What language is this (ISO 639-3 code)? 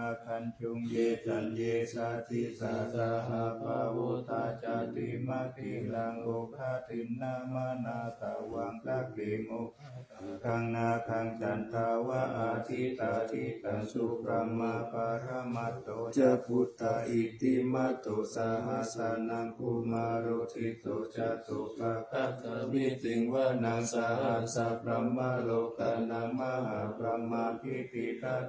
pli